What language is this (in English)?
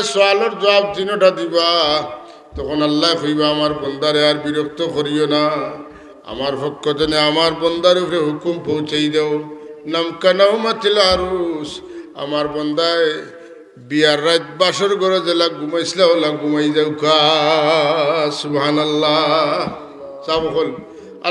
Sylheti